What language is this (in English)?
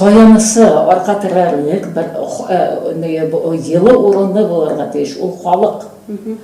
Bashkir